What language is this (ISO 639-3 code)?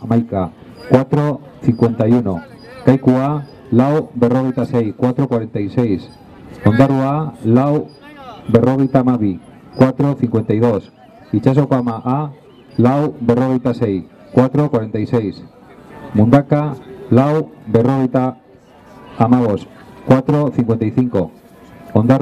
eus